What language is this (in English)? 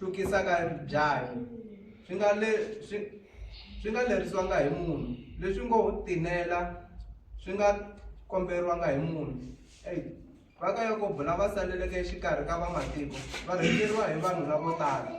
Tsonga